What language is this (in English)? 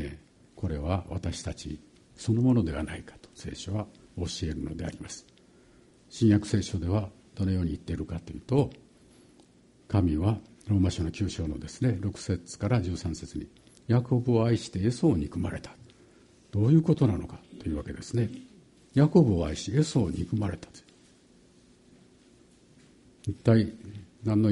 Japanese